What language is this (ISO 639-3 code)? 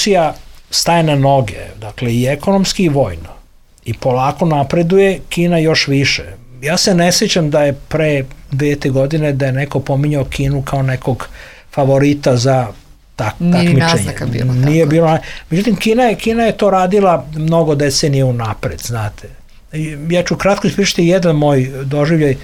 srp